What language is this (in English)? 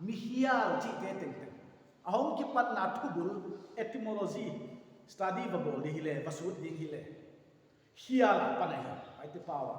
Paite Chin